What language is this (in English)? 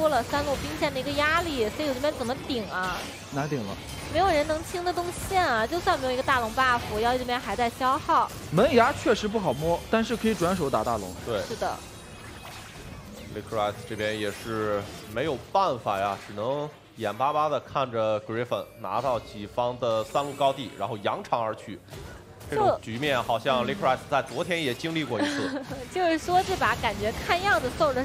Chinese